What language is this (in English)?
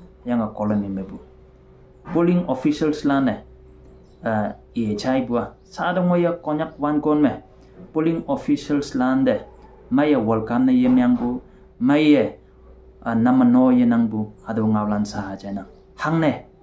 Konyak Naga